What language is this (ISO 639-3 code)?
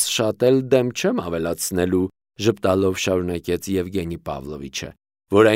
hye